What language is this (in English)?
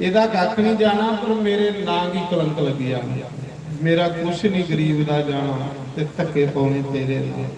Dogri